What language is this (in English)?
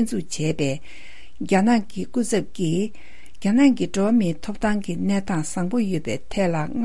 Tibetan